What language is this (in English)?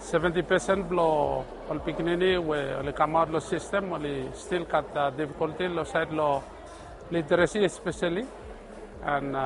Bislama